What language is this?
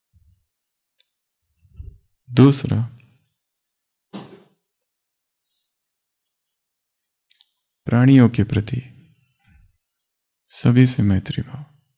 Hindi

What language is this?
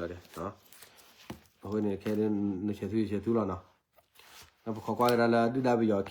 S'gaw Karen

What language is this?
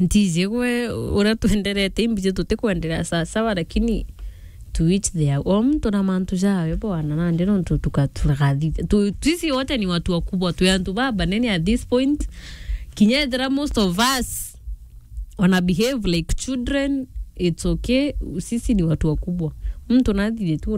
Meru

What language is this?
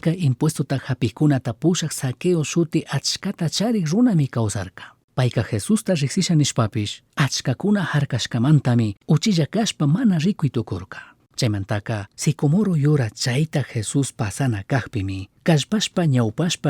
Chimborazo Highland Quichua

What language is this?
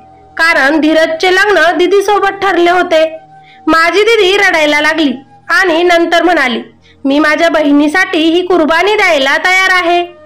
Marathi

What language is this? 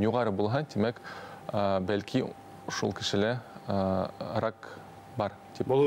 Bashkir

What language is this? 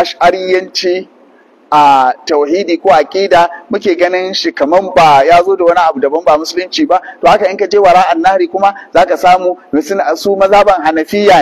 Hausa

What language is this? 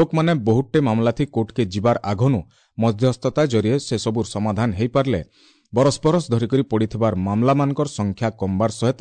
Odia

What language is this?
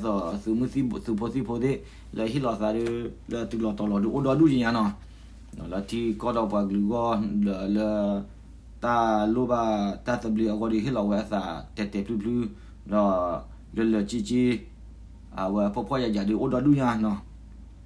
S'gaw Karen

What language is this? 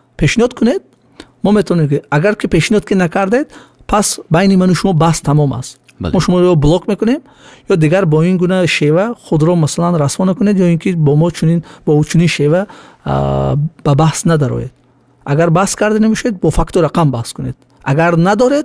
Tajik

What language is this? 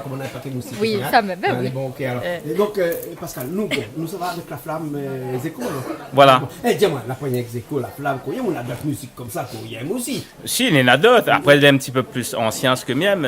Réunion Creole French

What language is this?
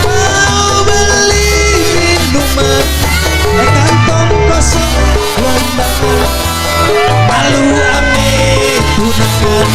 Betawi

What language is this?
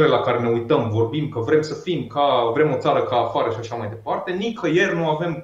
Romanian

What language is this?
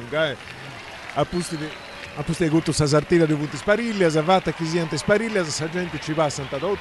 Sardinian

